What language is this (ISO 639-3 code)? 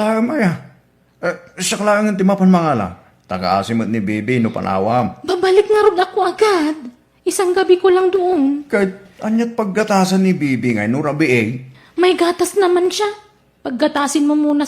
ilo